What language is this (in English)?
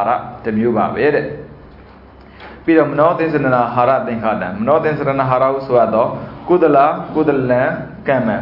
Burmese